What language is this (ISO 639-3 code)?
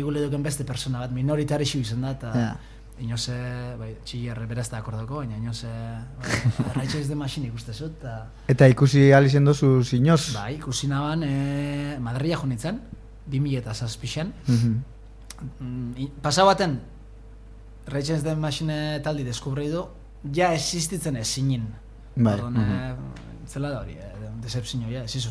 eus